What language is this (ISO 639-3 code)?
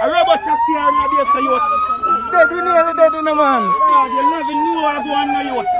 jam